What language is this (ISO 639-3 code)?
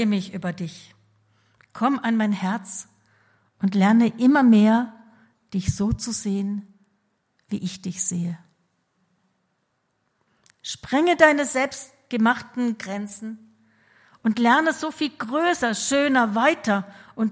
deu